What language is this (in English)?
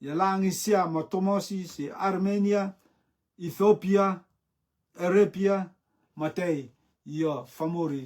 Rotuman